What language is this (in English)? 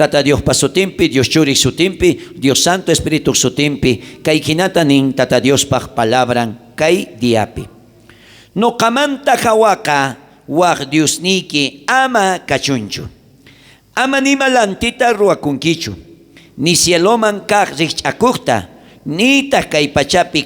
South Bolivian Quechua